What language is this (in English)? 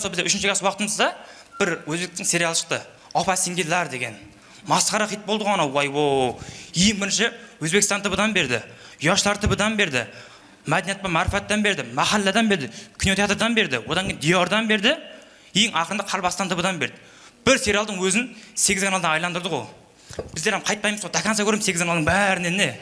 Kara-Kalpak